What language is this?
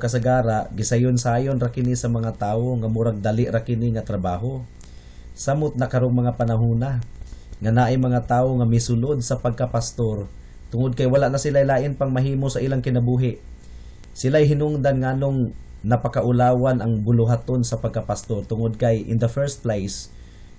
Cebuano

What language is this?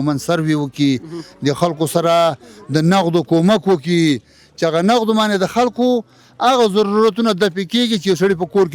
Pashto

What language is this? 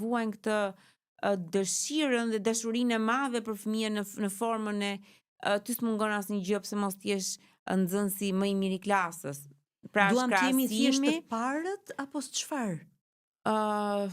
Albanian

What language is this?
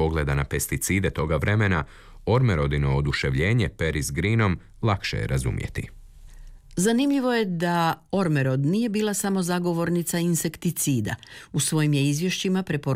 Croatian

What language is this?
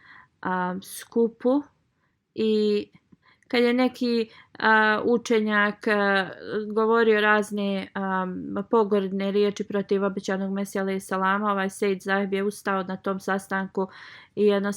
Bosnian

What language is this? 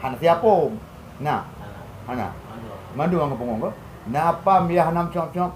Achinese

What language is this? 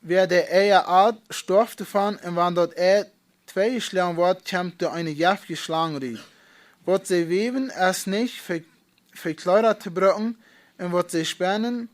Plautdietsch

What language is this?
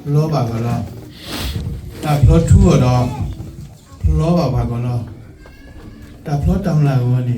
S'gaw Karen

